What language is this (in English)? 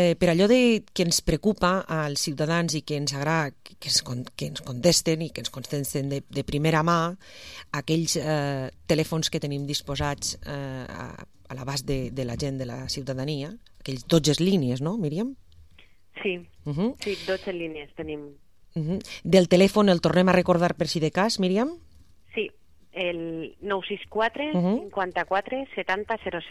Catalan